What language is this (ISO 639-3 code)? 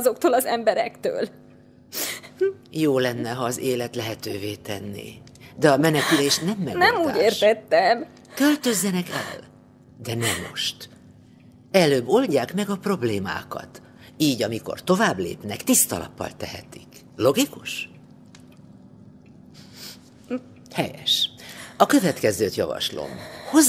hun